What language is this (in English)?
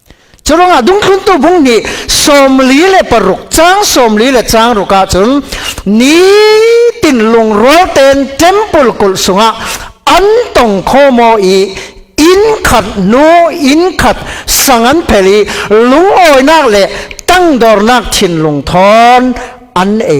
Falam Chin